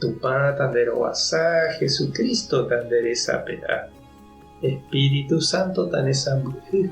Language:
Guarani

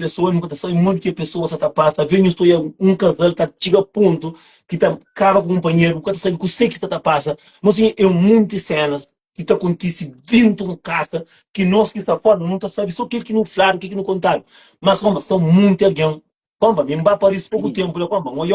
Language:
Kabuverdianu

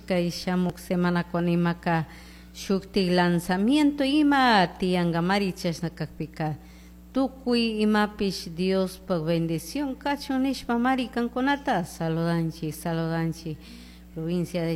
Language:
Chimborazo Highland Quichua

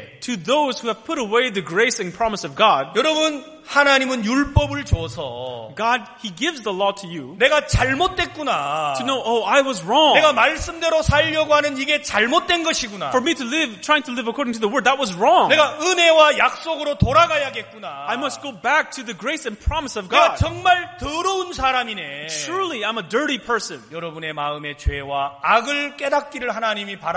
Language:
Korean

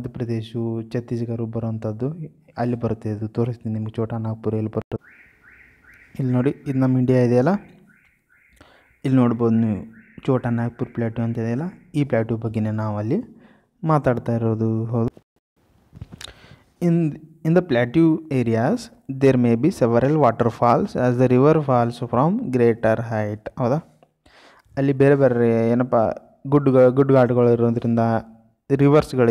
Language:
Kannada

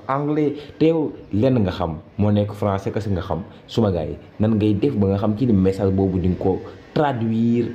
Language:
Wolof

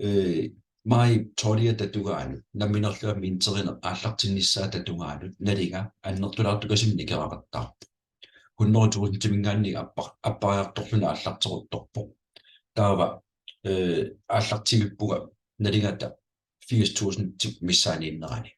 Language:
Kalaallisut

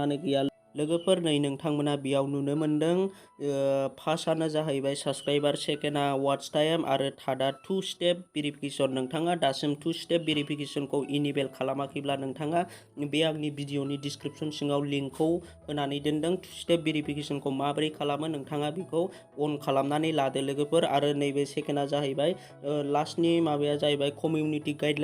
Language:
Bodo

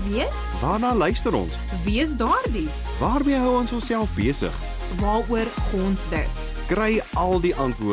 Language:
Afrikaans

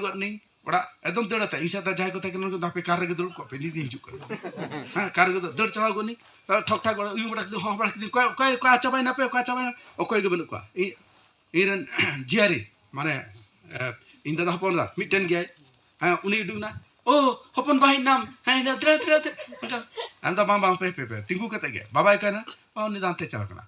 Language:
Santali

